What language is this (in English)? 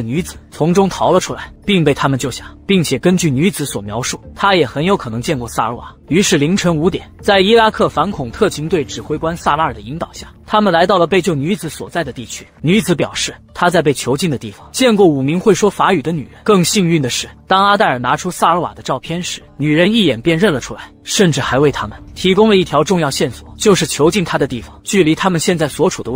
Chinese